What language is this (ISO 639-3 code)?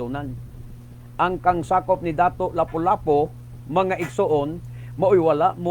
ceb